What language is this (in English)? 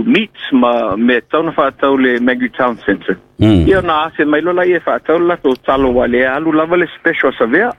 Samoan